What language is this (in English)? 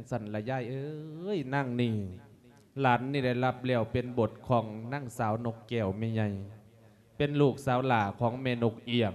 Lao